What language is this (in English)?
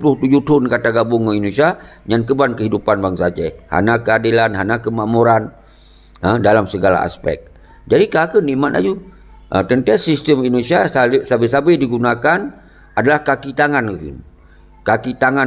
Achinese